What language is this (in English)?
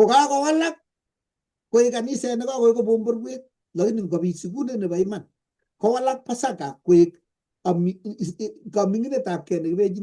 Kalenjin